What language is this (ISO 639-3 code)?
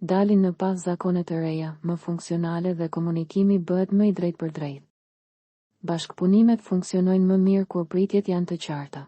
sqi